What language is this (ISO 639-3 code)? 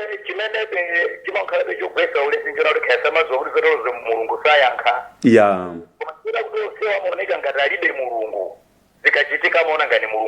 nya